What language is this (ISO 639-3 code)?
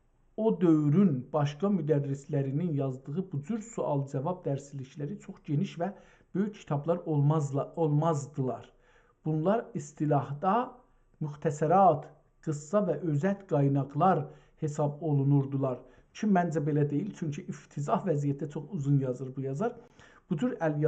azb